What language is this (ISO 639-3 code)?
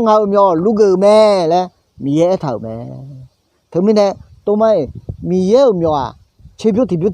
ahk